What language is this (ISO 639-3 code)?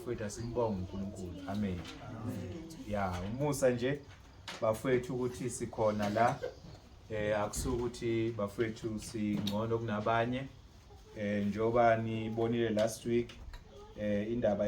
zul